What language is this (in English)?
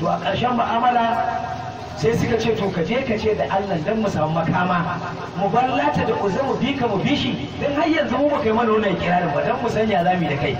Hausa